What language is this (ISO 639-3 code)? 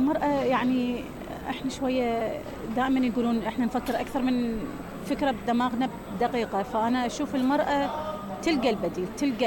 acm